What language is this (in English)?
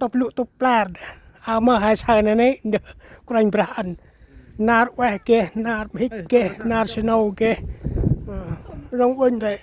Central Mnong